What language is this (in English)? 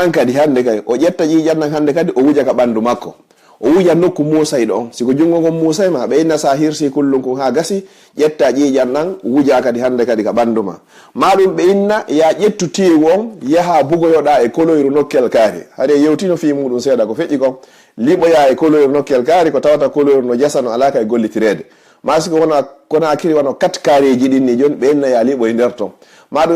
Fula